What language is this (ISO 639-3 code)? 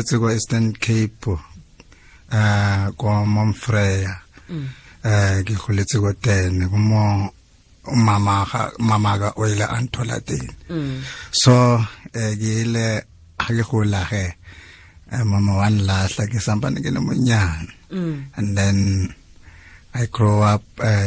tsn